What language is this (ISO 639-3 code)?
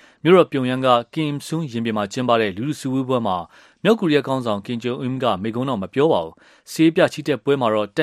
mya